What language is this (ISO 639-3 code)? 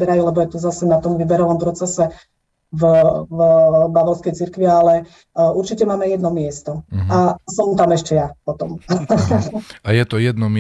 slk